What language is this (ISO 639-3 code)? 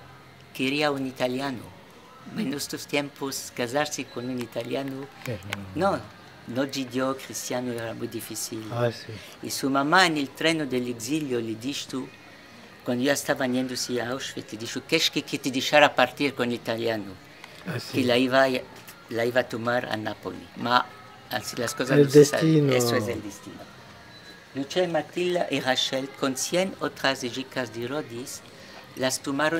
lad